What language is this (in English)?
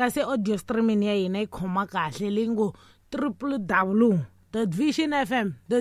Tsonga